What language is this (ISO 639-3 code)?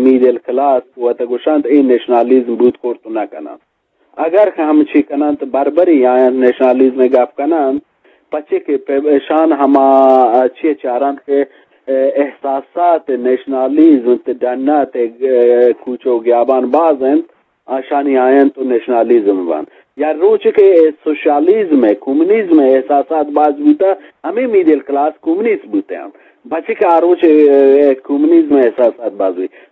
bgp